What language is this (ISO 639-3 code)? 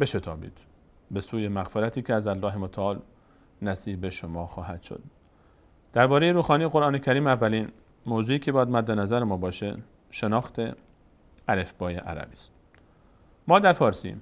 fas